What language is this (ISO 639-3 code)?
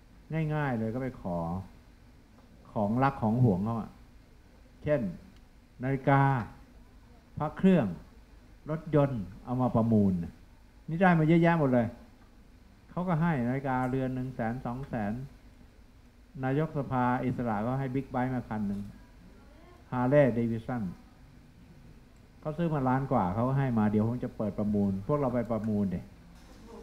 tha